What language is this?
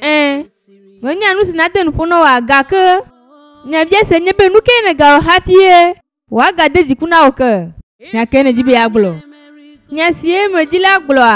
Ewe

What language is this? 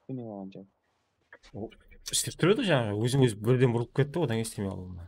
Kara-Kalpak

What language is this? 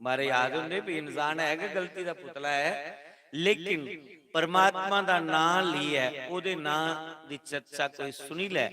Dogri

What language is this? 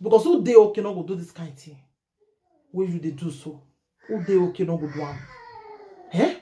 Nigerian Pidgin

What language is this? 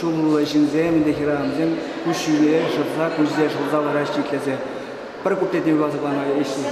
Chuvash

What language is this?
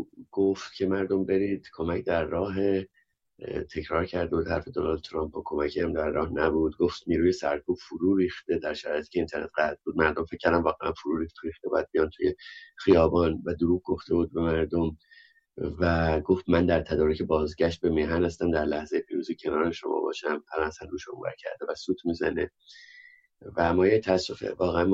Persian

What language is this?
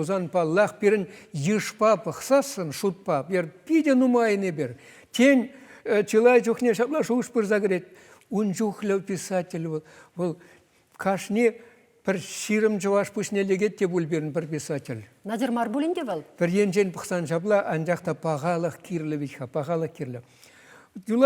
Chuvash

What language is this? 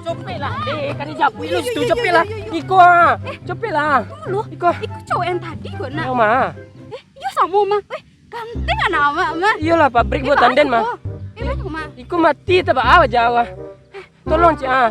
Minangkabau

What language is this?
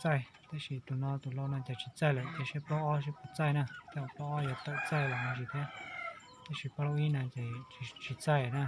Hmong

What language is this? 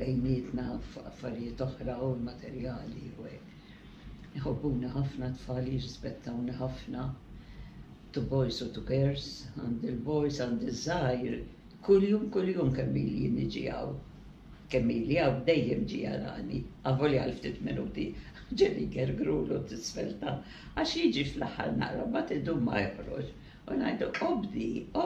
Maltese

